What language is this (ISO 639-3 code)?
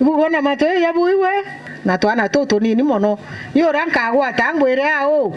mer